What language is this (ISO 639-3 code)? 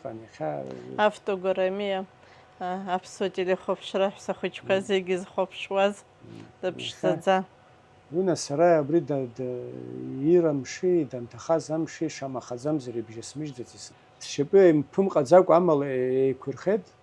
abk